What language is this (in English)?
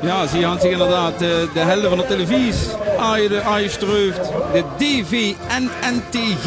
Limburgish